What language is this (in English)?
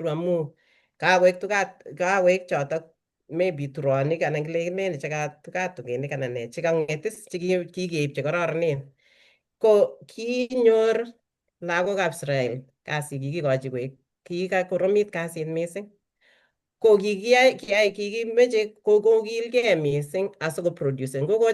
Kalenjin